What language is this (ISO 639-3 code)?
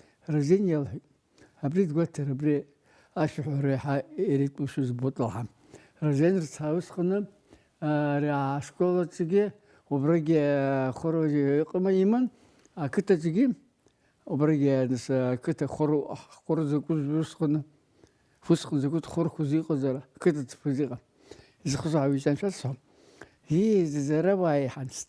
abk